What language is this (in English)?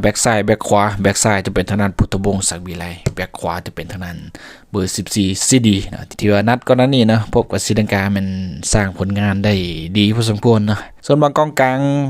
Lao